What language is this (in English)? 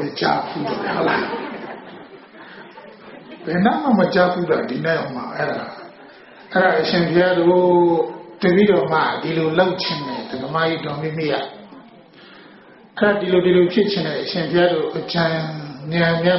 Burmese